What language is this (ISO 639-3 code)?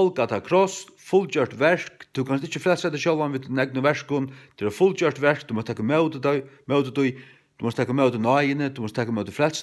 fao